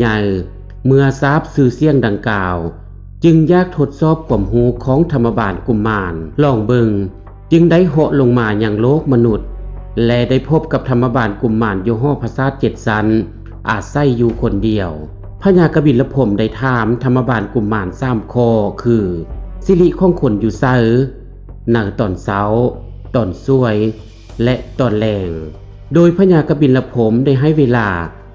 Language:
Lao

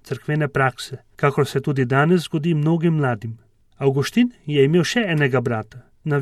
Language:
Slovenian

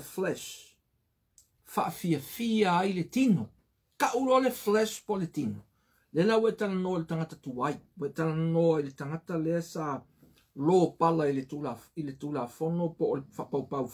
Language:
Samoan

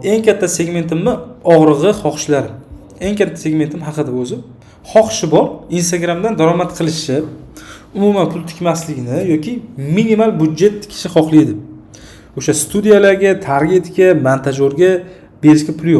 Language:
Uzbek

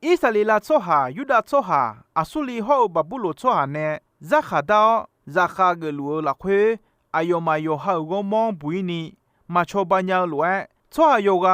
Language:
Akha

